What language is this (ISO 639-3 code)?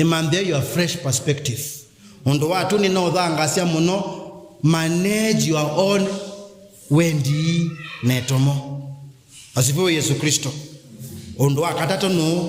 kam